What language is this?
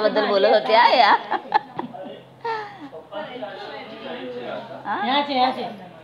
Marathi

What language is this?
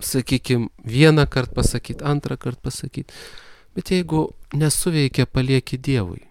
Lithuanian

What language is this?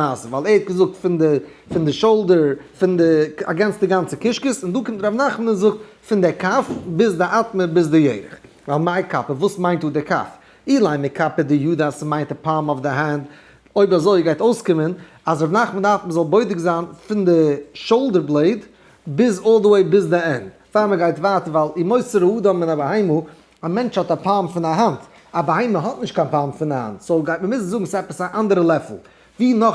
Yiddish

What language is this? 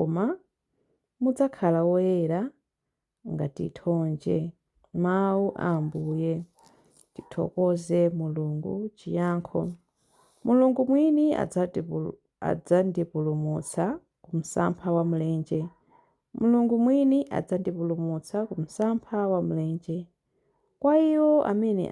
Nyanja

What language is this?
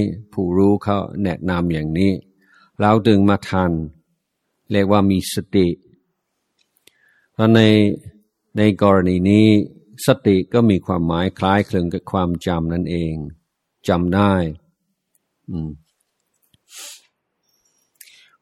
Thai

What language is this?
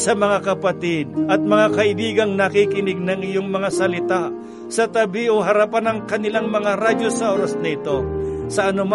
Filipino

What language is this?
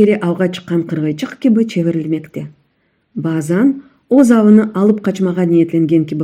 Crimean Tatar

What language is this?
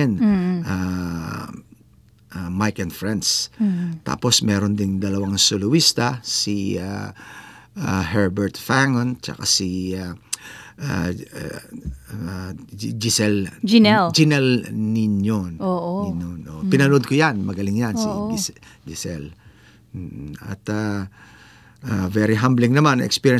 Filipino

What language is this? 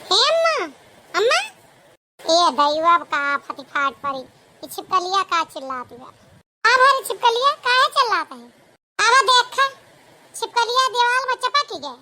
Awadhi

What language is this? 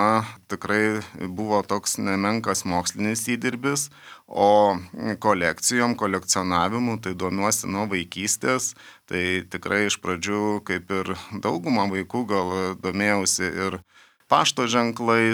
Lithuanian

